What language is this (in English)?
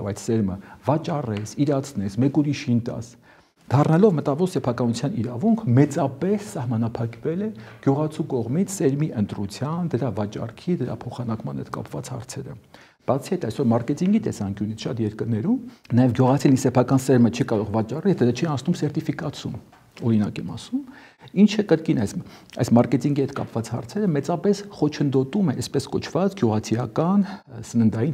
Armenian